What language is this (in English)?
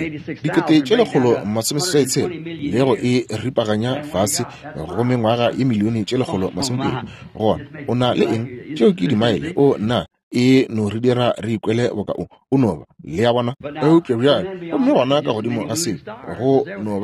Northern Sotho